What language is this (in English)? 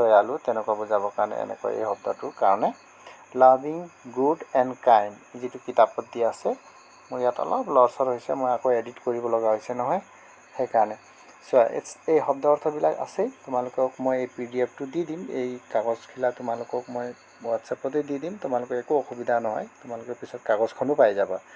Assamese